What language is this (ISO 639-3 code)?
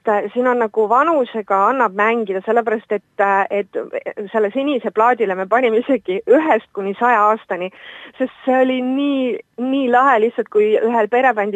est